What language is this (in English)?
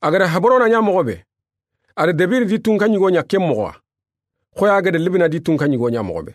Soninke